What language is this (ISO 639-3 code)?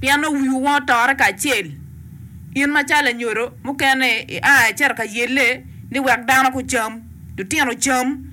ach